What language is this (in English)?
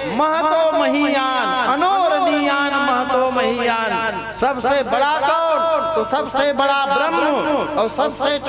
Chhattisgarhi